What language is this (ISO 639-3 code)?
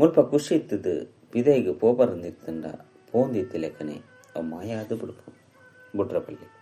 tcy